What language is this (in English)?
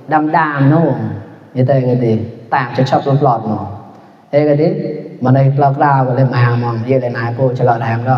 Mon